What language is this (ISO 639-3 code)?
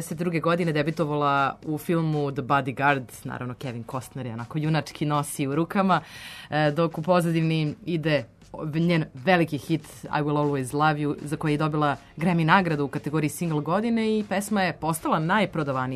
srp